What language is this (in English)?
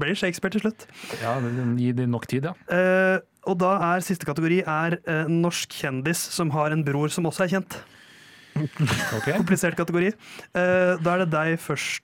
Norwegian